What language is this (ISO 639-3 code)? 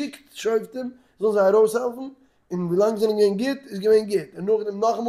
yid